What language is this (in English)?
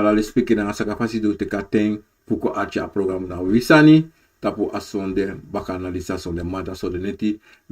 Sranan Tongo